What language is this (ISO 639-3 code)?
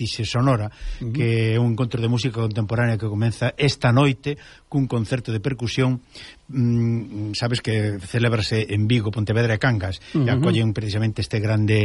glg